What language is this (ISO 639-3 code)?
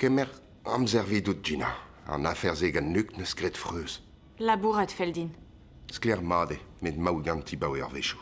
bre